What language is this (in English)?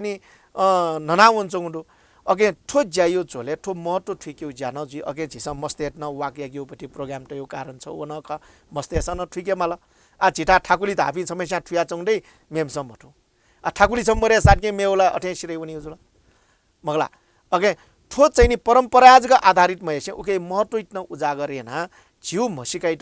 Newari